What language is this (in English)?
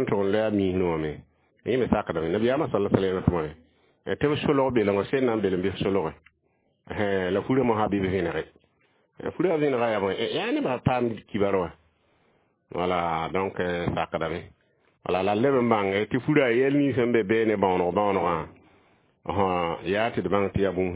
Mossi